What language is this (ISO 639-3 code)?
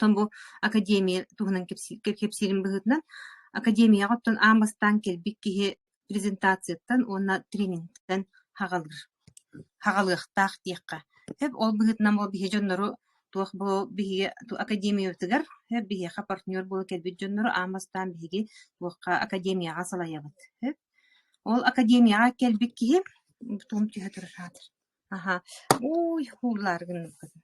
sah